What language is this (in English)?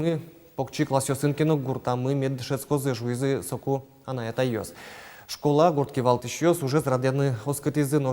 Udmurt